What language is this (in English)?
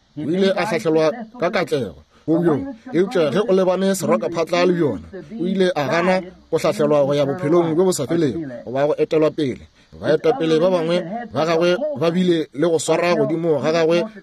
Northern Sotho